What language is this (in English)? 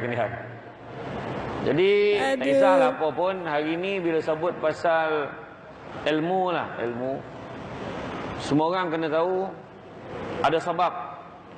Malay